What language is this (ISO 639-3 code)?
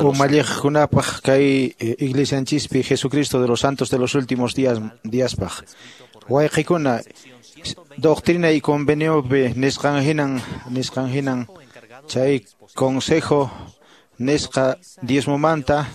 que